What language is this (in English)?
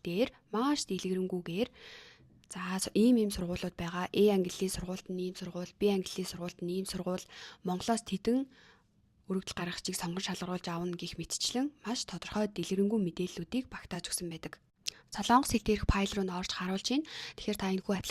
Mongolian